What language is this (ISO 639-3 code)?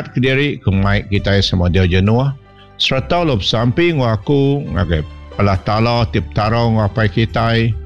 iba